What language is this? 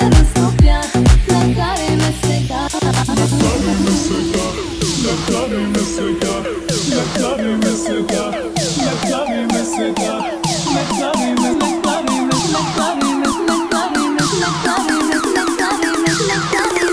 Bulgarian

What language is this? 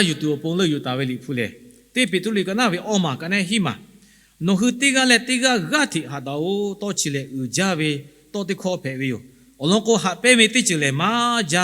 Lahu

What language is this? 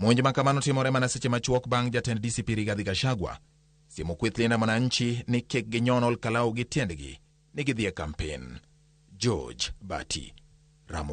Luo (Kenya and Tanzania)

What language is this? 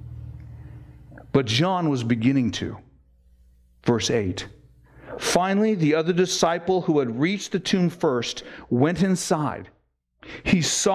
English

